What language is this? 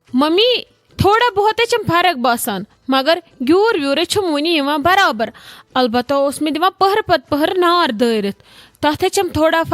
Kashmiri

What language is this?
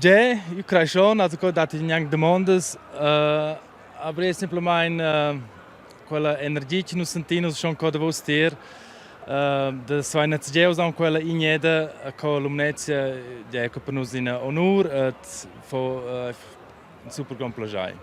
Romansh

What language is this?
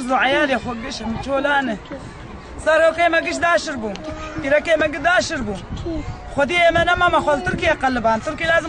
Kurdish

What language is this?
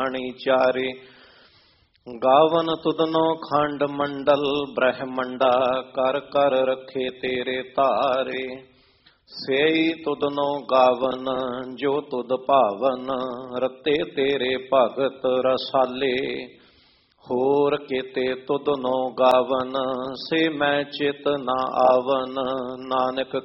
Punjabi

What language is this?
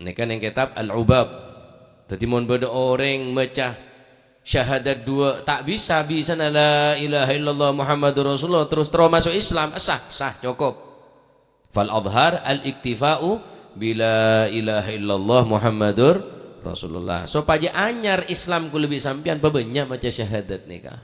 Madurese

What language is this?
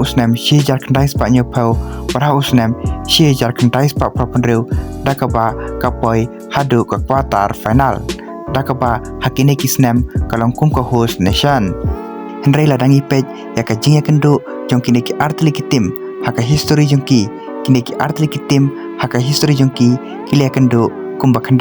Khasi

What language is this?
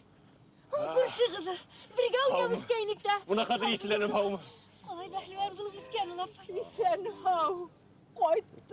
Bashkir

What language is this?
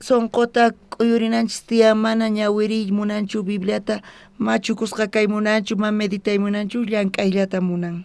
South Bolivian Quechua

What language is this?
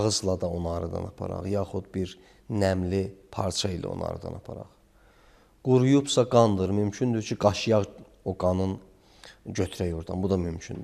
Azerbaijani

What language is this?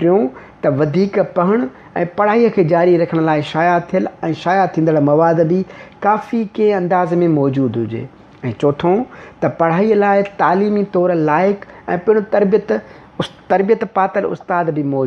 Sindhi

